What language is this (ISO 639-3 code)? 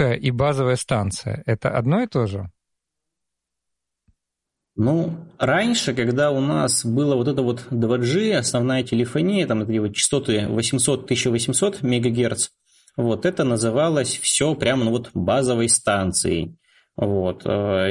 rus